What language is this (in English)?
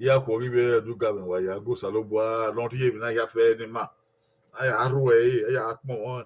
Bini